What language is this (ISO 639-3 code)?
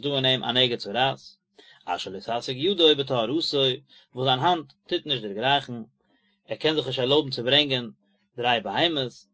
yid